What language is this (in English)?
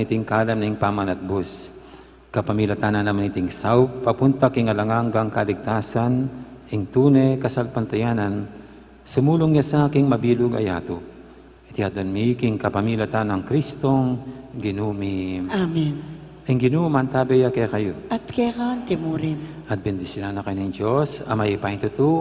Pampanga